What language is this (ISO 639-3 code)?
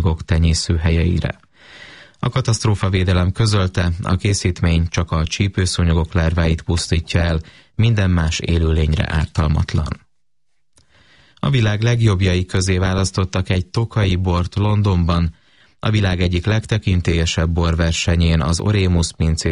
hun